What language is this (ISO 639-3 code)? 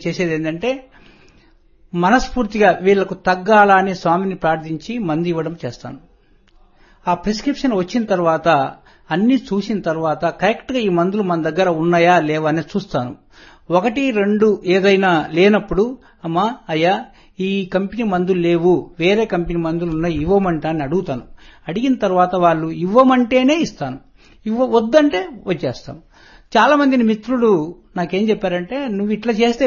tel